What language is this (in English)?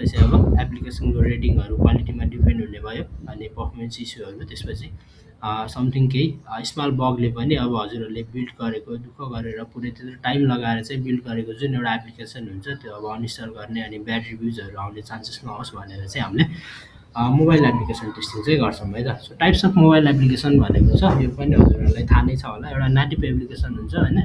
Nepali